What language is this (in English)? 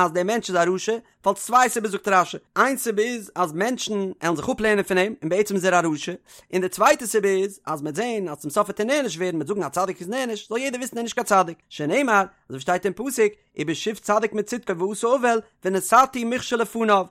Yiddish